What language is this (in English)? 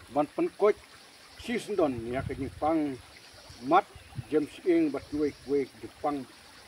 Khasi